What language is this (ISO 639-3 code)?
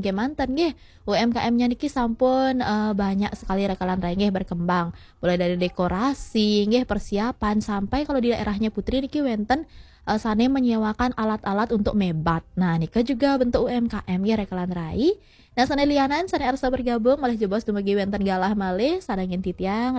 ban